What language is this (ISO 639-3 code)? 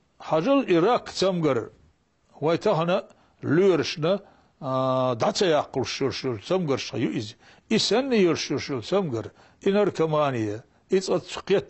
che